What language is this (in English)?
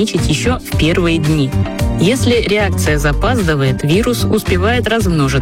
Russian